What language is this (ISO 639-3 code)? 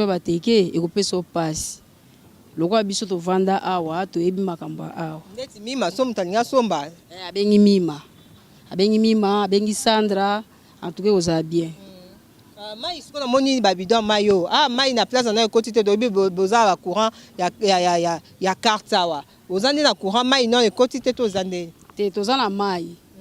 lin